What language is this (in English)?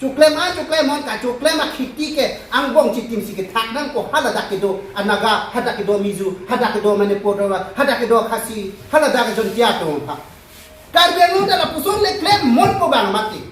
Karbi